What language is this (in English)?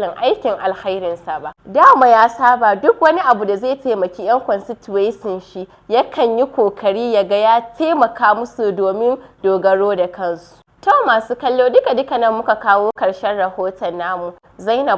Hausa